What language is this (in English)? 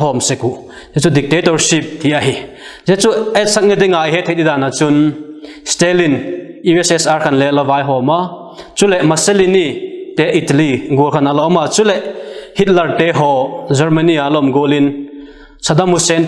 Vaiphei